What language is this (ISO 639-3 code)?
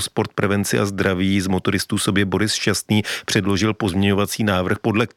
ces